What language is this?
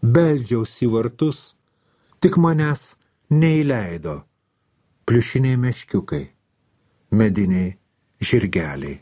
Lithuanian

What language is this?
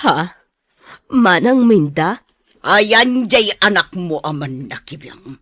Iloko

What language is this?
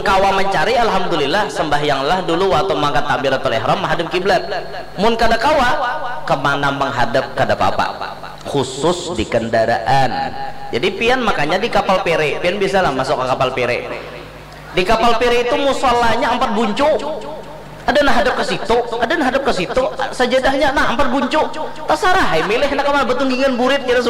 Banjar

